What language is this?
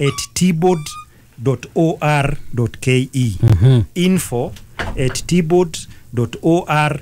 Kikuyu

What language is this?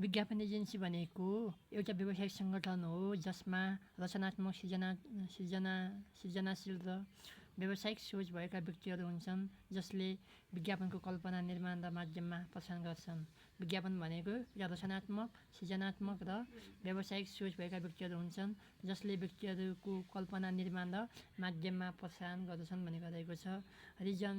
Nepali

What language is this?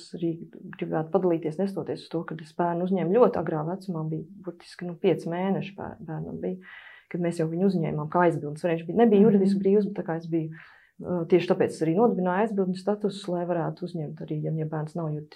Latvian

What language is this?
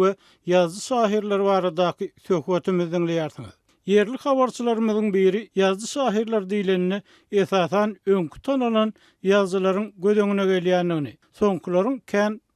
Turkmen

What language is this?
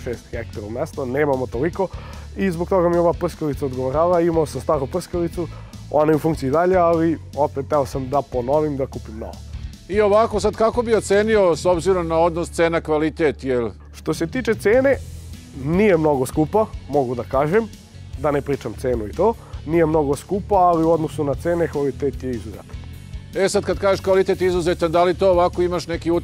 Serbian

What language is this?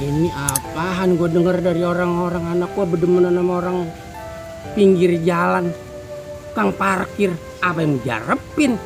Betawi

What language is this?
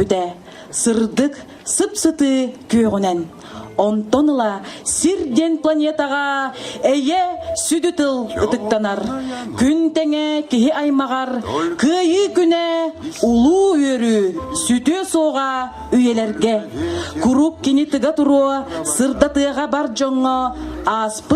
Yakut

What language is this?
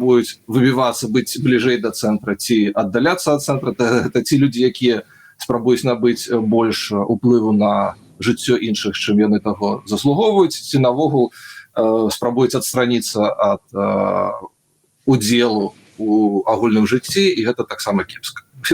Belarusian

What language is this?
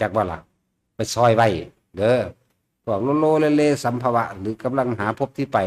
Northeastern Thai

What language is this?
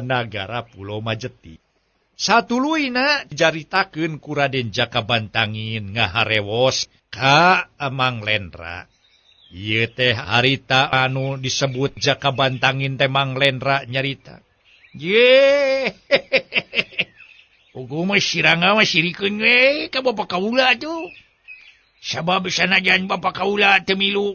Sundanese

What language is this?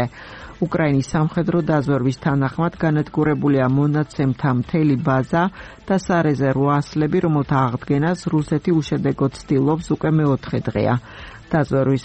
Georgian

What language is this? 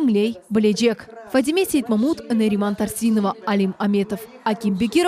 Crimean Tatar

